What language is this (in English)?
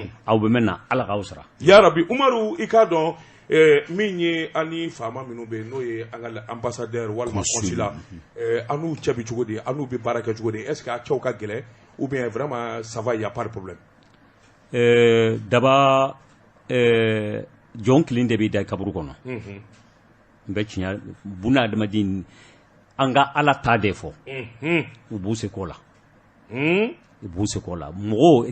Bambara